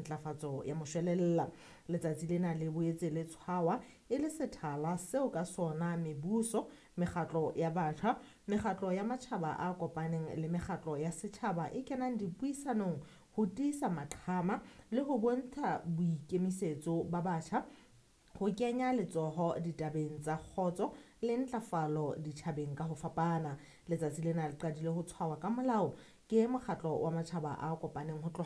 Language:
Southern Sotho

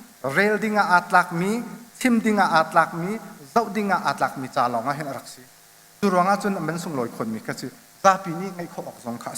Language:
Hakha Chin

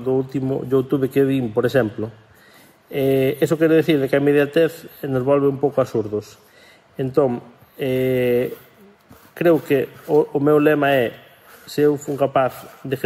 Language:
Galician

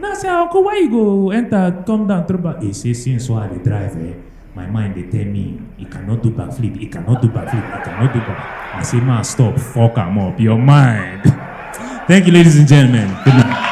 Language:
Nigerian Pidgin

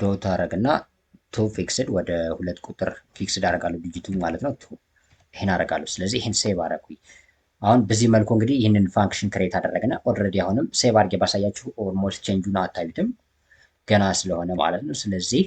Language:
Amharic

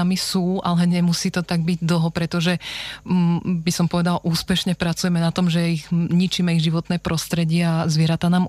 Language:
Slovak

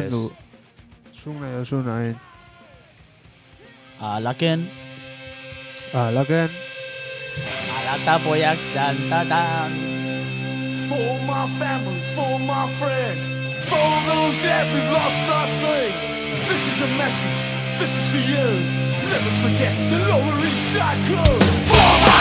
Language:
Basque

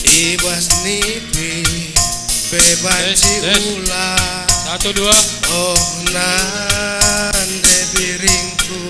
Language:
Batak Karo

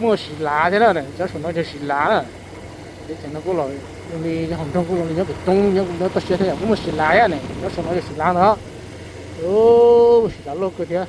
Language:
Hmong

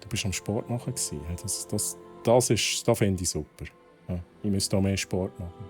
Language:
Swiss German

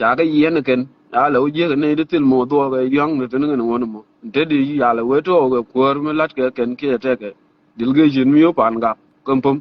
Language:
Nuer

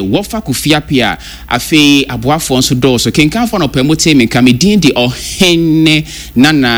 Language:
Akan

